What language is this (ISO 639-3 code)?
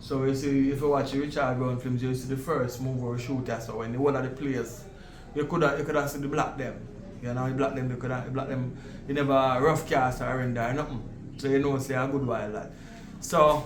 jam